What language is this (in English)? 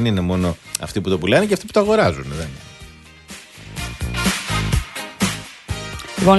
Greek